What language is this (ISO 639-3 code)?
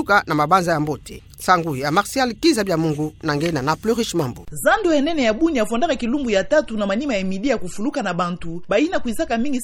ktu